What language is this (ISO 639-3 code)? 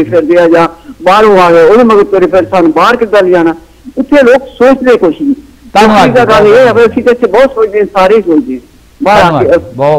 pan